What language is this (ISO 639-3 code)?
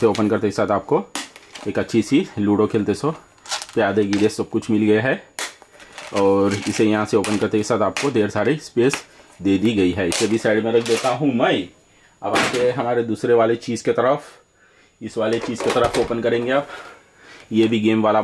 hin